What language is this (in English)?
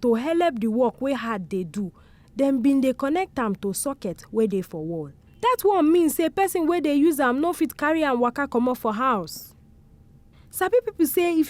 Nigerian Pidgin